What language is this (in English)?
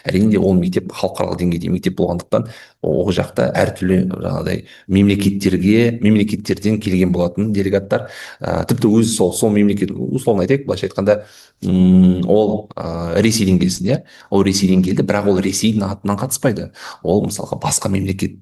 Kazakh